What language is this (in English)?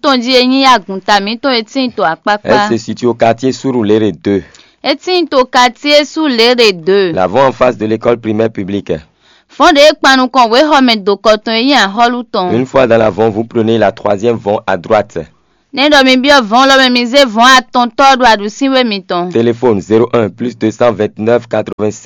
Fon